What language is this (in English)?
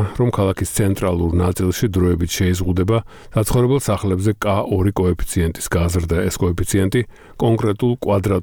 Georgian